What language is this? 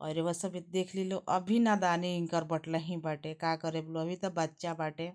Bhojpuri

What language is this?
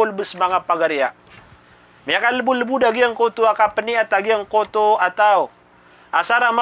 Maranao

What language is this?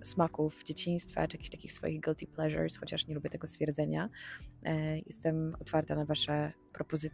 Polish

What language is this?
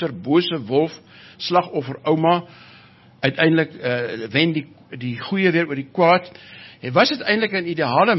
Afrikaans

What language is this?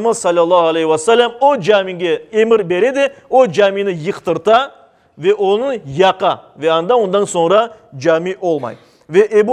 Crimean Tatar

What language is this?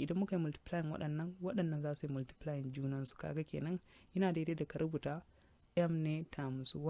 Hausa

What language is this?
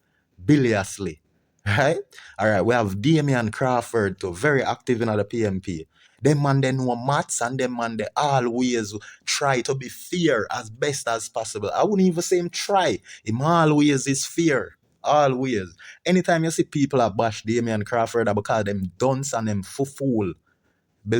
Jamaican Creole English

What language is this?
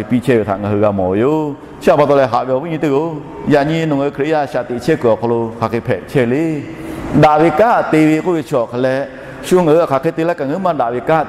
Lahu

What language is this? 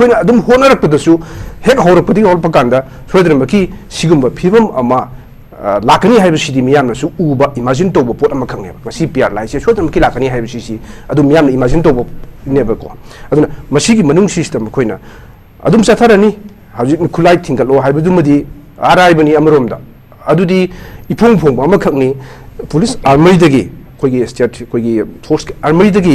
Manipuri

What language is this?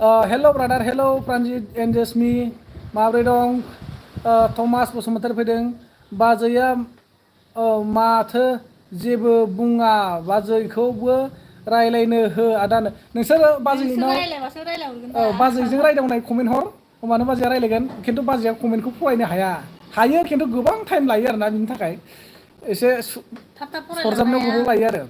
Bodo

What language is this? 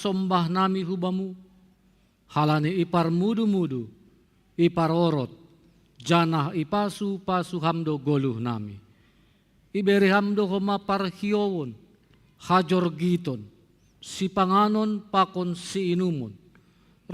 Batak Simalungun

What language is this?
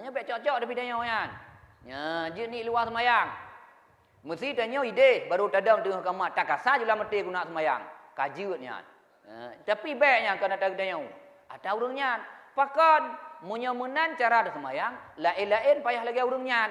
Achinese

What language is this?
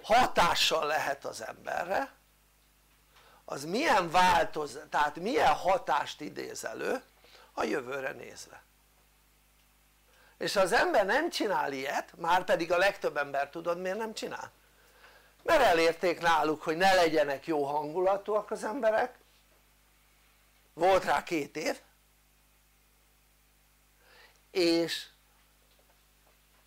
Hungarian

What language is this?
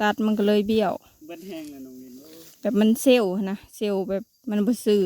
Northeastern Thai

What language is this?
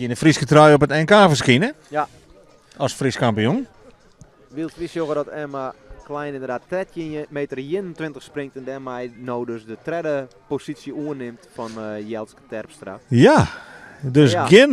Western Frisian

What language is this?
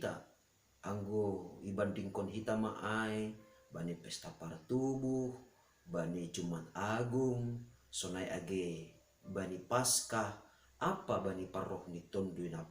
Batak Simalungun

